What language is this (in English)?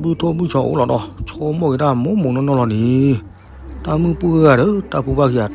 S'gaw Karen